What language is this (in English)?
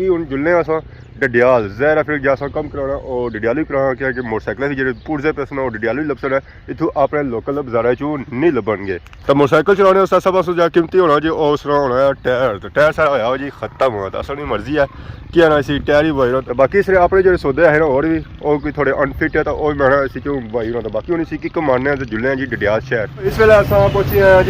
Pahari-Potwari